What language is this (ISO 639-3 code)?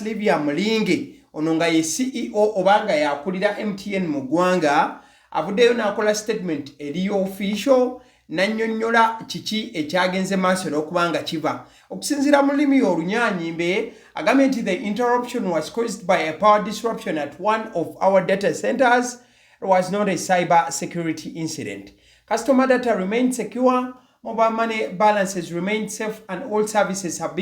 lug